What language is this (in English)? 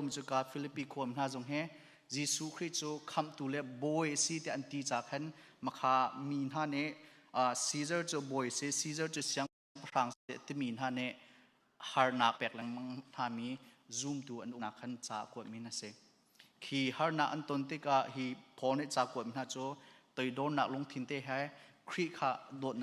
Hakha Chin